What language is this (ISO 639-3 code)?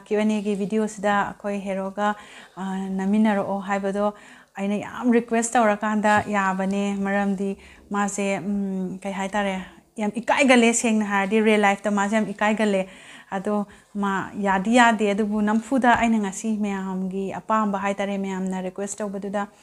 mni